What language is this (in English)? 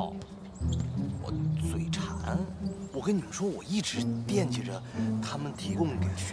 Chinese